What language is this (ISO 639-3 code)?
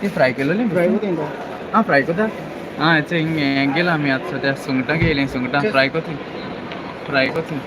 kok